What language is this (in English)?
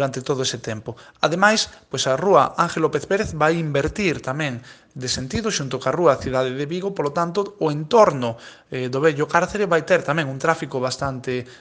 Galician